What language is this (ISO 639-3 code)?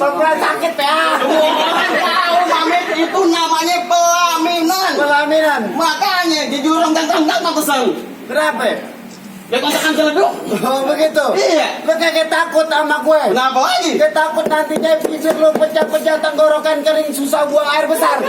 bew